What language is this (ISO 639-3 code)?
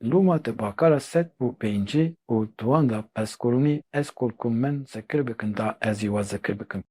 kur